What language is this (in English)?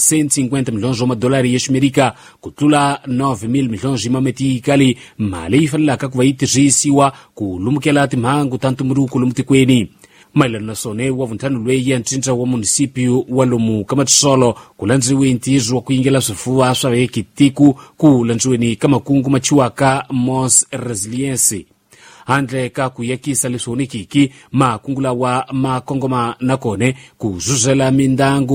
Tsonga